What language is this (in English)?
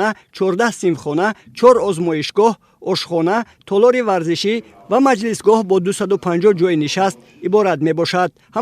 Tajik